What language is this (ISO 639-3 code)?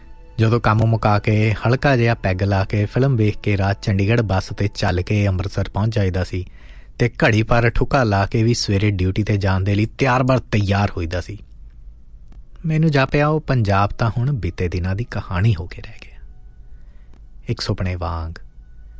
pan